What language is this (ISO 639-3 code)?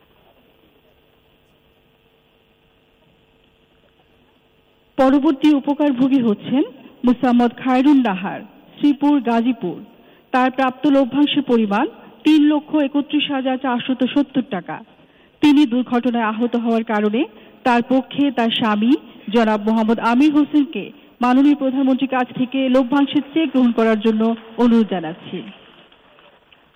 ben